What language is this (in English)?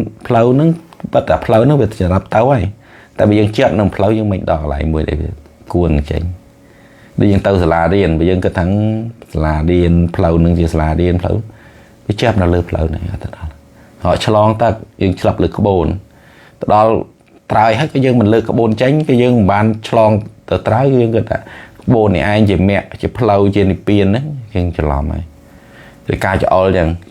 Khmer